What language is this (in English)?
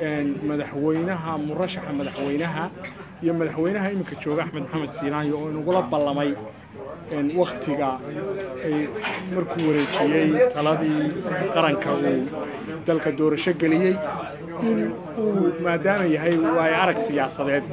Somali